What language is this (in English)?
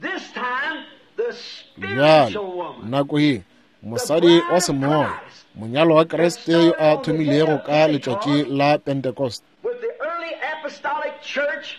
Northern Sotho